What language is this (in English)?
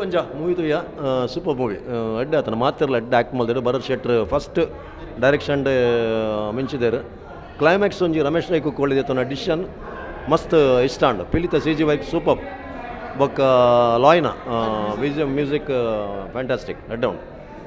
Tulu